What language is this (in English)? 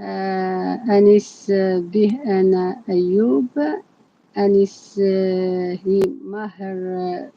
Algerian Arabic